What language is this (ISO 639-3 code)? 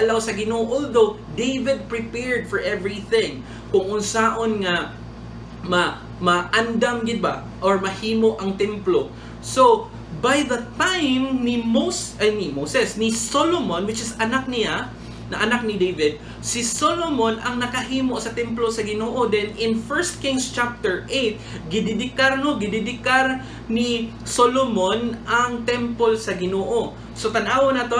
ceb